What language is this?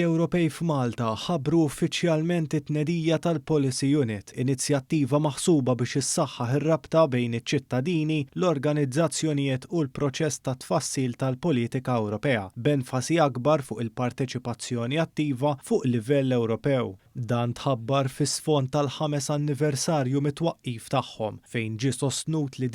Maltese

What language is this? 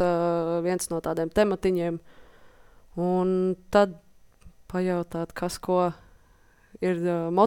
Latvian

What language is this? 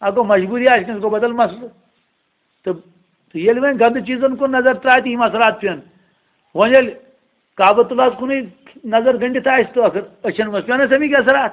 Kashmiri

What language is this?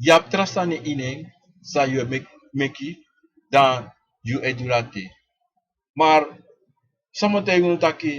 Sranan Tongo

